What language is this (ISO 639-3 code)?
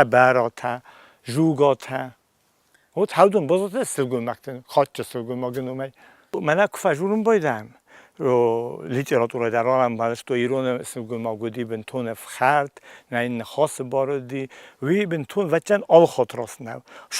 oss